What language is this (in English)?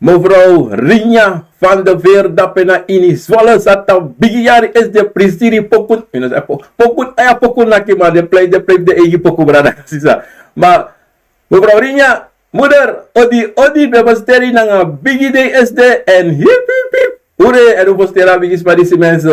Sranan Tongo